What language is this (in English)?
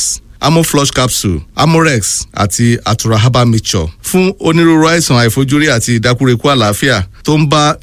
Yoruba